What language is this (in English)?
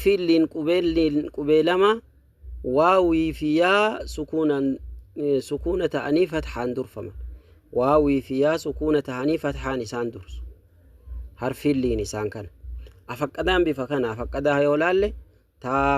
Oromo